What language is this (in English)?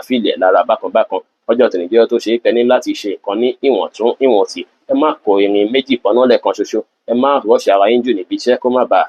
Yoruba